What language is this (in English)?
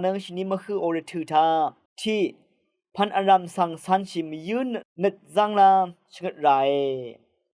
Rawang